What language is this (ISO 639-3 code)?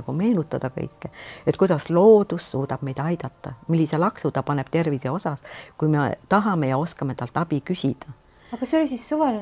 est